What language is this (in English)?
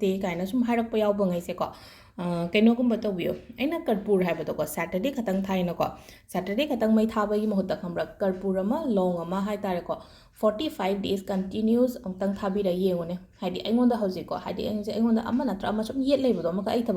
Manipuri